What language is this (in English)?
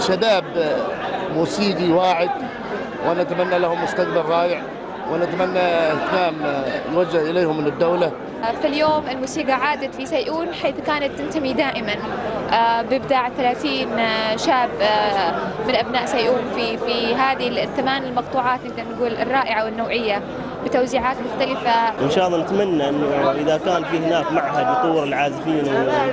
Arabic